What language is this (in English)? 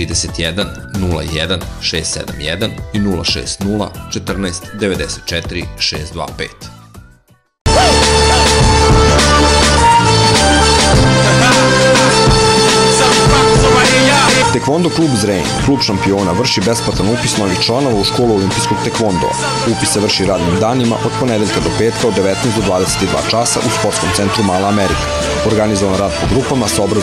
Serbian